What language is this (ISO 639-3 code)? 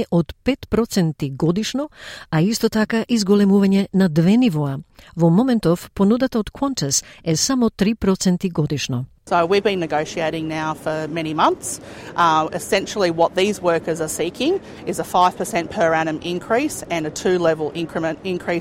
mkd